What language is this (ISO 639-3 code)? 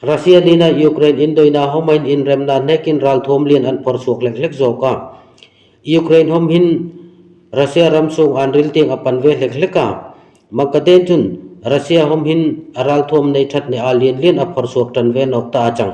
dln